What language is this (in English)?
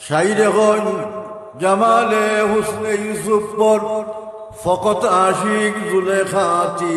Sylheti